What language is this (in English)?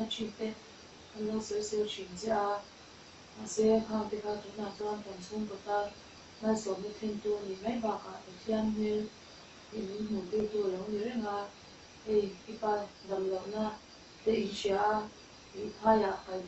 Mizo